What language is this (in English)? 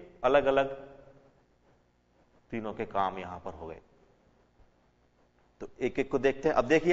Hindi